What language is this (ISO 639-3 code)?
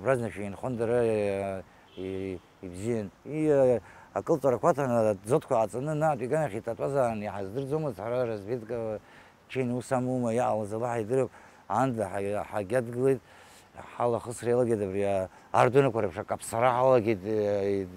abk